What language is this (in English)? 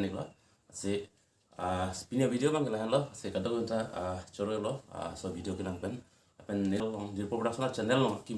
Karbi